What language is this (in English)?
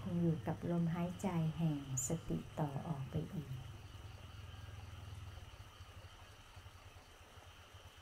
Thai